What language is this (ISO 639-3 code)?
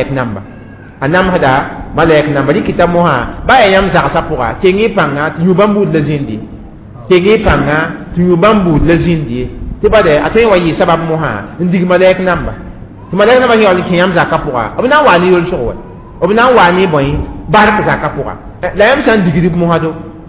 mos